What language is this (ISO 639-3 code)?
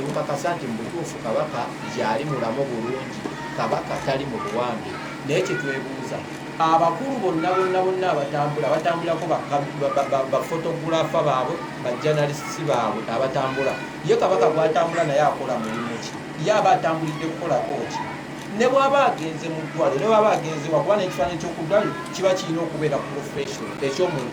lug